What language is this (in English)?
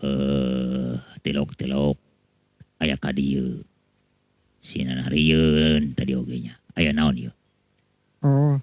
Sundanese